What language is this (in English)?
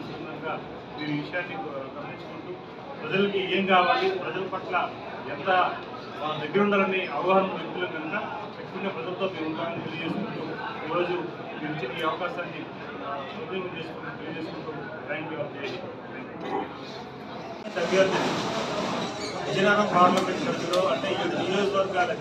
Telugu